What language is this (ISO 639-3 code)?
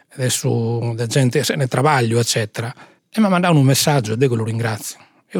srd